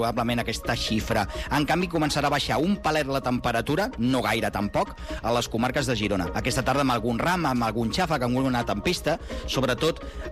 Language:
Catalan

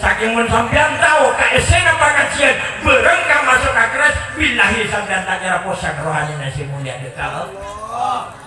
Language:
Madurese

